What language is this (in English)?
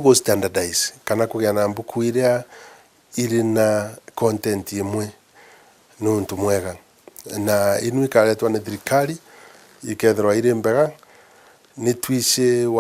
Meru